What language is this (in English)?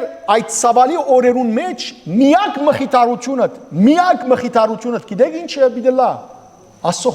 Western Armenian